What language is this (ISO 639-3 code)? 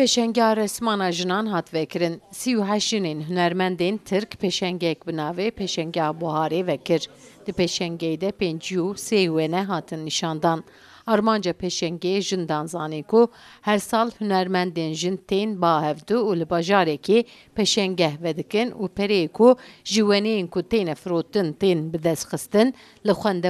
kur